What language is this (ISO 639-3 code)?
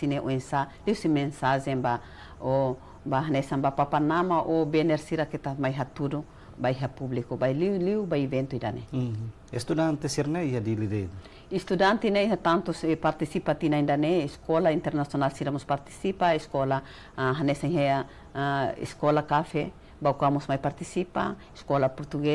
tet